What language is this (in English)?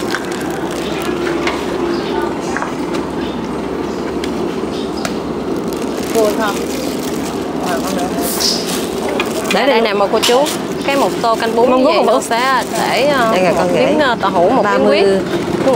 Vietnamese